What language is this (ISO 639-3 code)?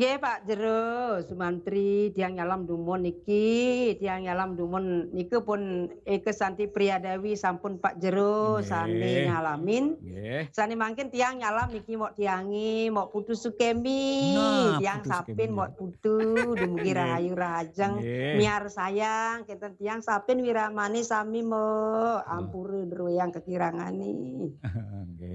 ban